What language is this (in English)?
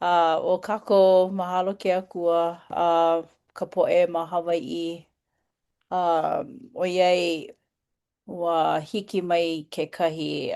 Hawaiian